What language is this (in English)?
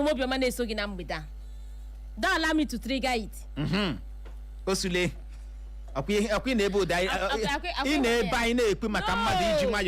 Igbo